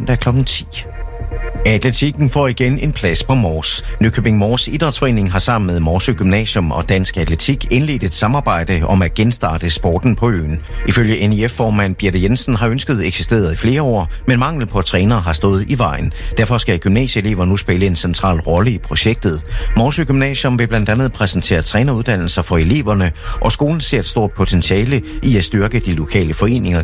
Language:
Danish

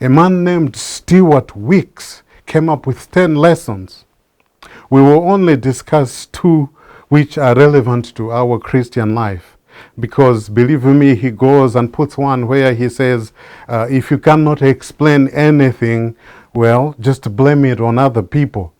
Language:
English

